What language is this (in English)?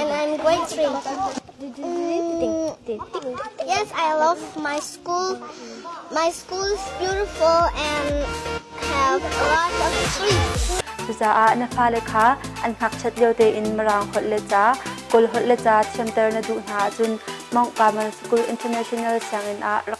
Hakha Chin